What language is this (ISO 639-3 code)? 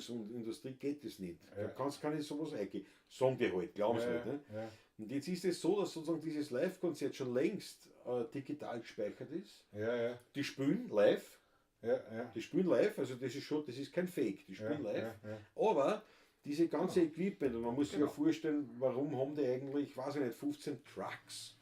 bar